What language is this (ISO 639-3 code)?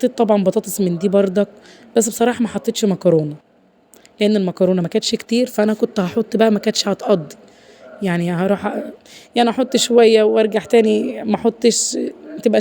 arz